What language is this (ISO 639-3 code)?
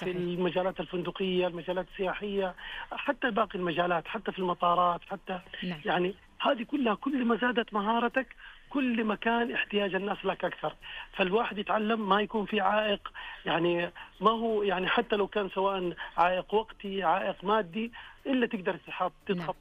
ars